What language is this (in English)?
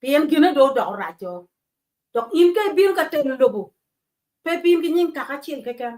Acoli